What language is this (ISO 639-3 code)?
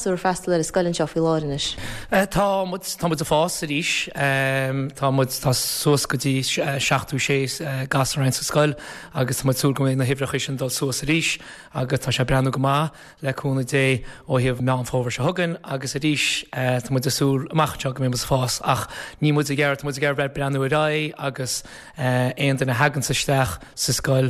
gle